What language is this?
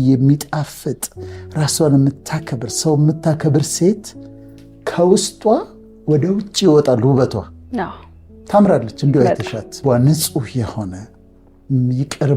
Amharic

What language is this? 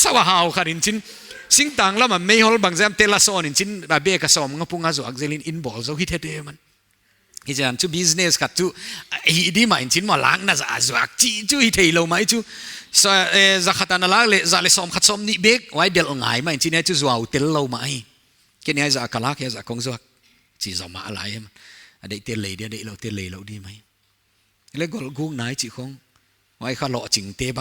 Paite Chin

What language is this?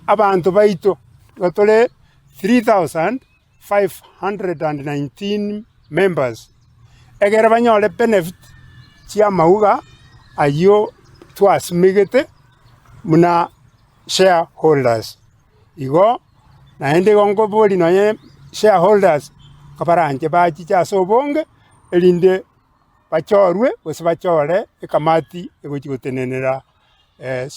Gusii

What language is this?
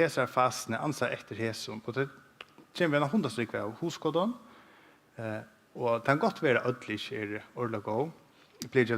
Faroese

